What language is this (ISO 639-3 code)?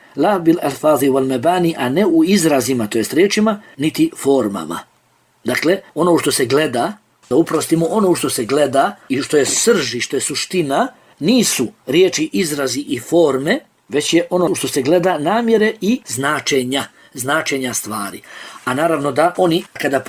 bos